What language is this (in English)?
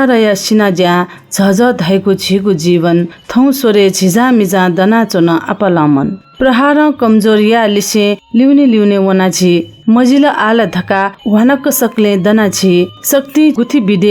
Newari